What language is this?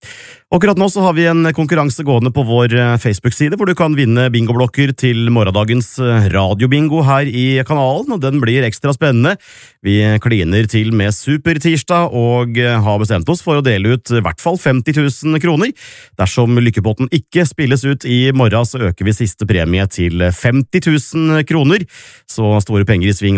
Norwegian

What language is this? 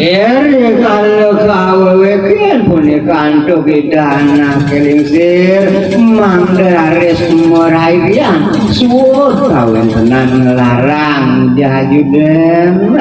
Balinese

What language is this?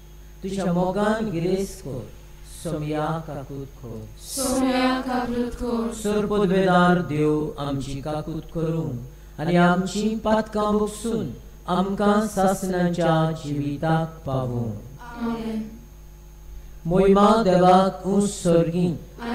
Konkani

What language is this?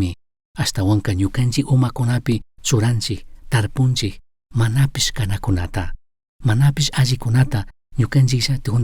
Chimborazo Highland Quichua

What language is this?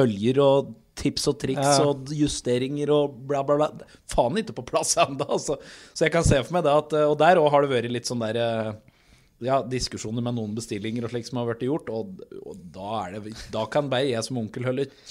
Norwegian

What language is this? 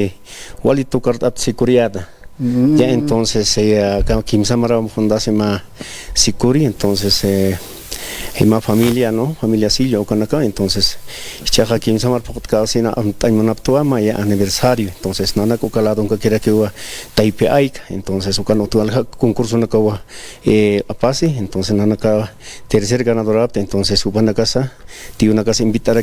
Aymara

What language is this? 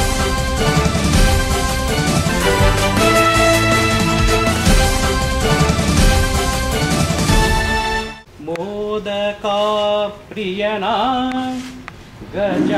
Kannada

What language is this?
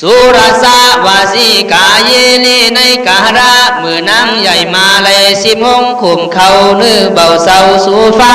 Khün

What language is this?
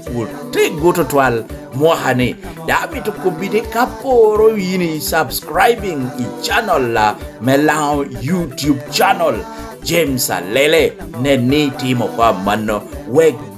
Lango (Uganda)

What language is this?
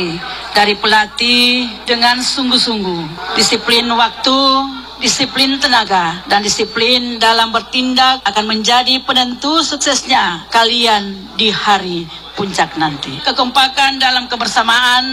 Indonesian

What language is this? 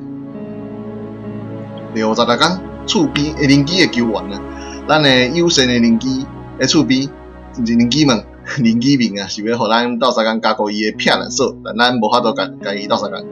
Min Nan Chinese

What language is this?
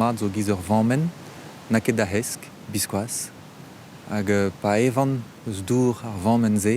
Breton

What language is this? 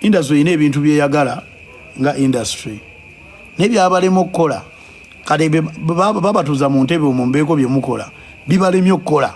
Ganda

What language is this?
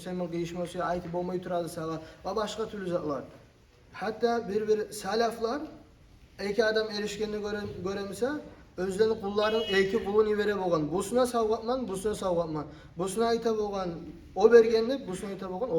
Kumyk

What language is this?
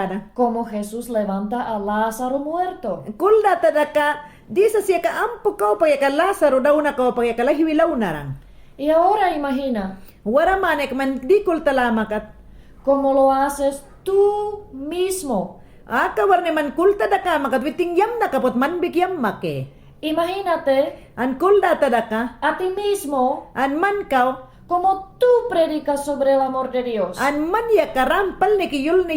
Mayangna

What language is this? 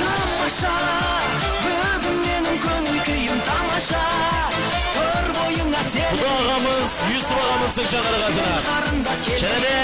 Kara-Kalpak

